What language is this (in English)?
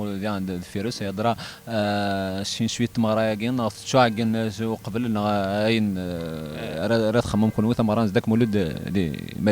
Kabyle